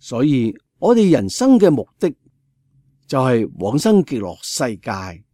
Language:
Cantonese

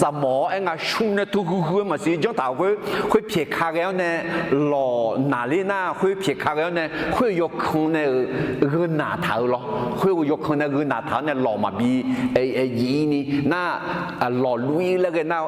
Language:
Akha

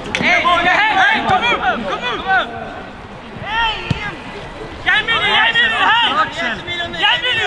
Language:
Swedish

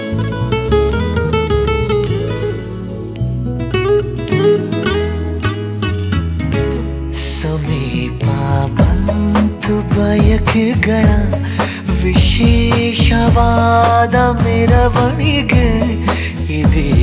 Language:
Kannada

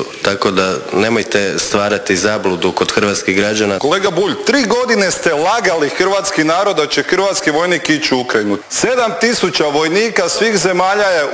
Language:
Croatian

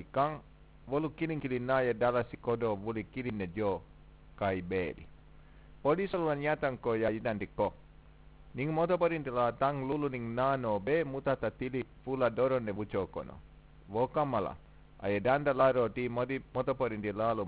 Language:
Mandingo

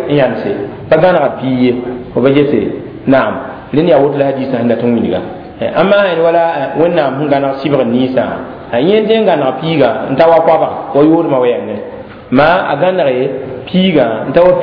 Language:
Mossi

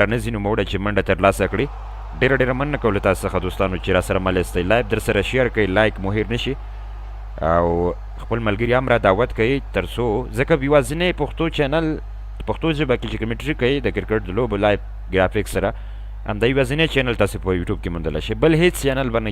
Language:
Pashto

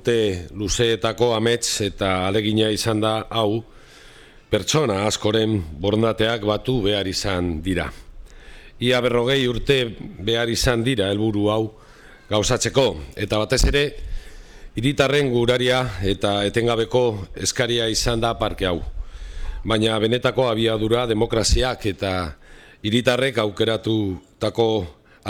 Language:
Basque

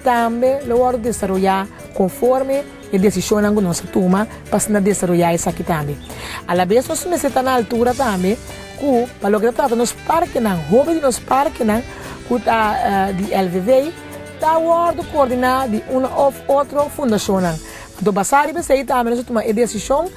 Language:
Papiamento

